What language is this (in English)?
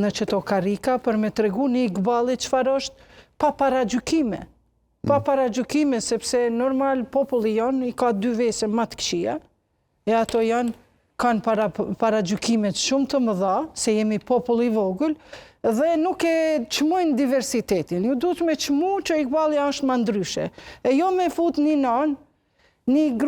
Albanian